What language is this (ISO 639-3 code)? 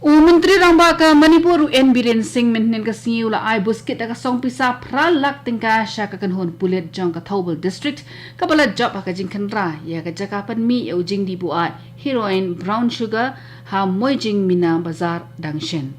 kha